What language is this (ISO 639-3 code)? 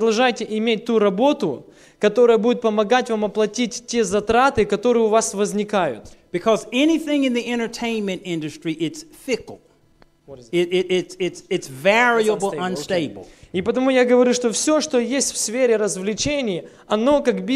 rus